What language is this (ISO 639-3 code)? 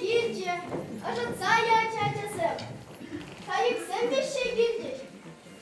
chv